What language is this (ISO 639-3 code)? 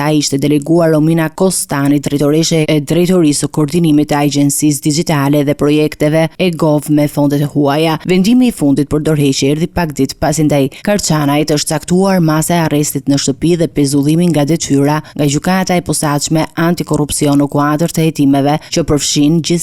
sqi